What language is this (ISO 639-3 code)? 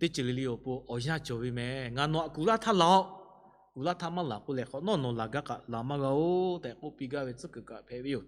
lhu